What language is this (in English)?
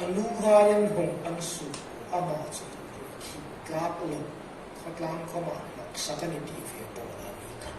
Hmar